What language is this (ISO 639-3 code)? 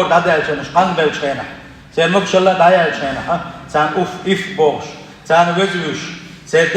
che